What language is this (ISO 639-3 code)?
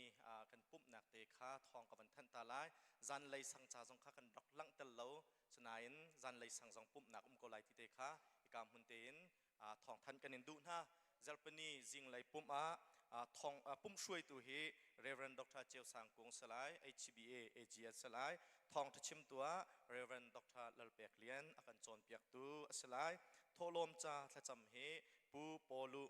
cnh